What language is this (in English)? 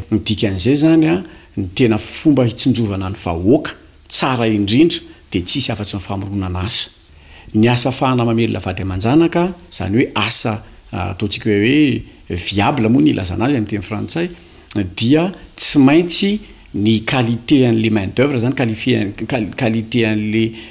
Malagasy